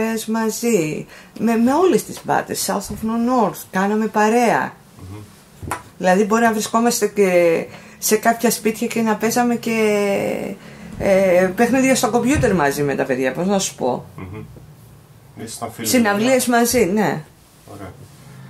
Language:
Greek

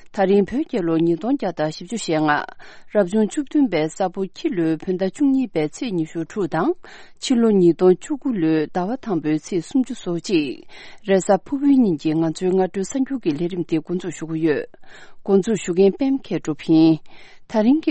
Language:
Tibetan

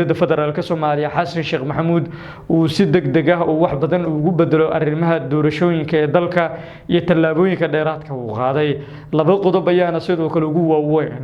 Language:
Somali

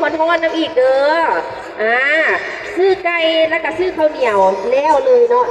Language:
Lao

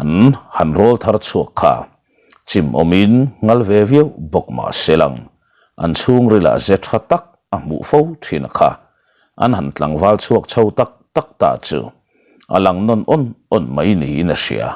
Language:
Mizo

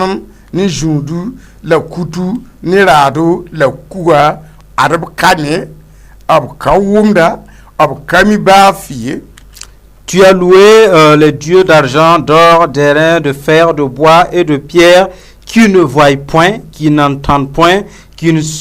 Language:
Mossi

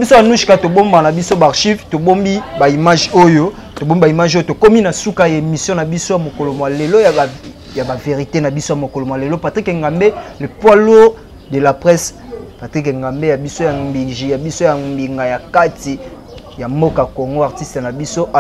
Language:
Lingala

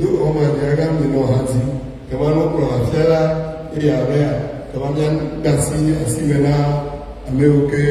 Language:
Ewe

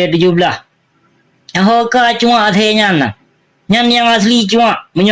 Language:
Achinese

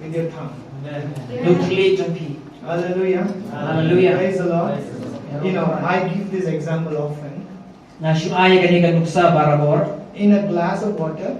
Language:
Khasi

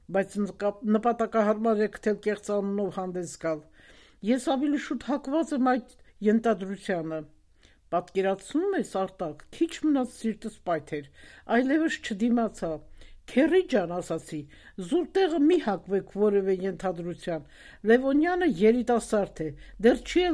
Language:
Armenian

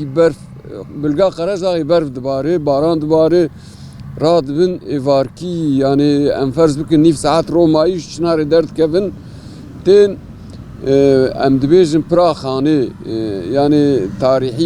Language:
Kurdish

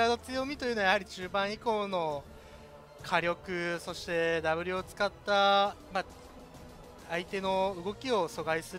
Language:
Japanese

